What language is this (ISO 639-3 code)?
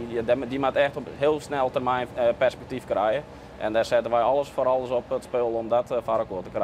fry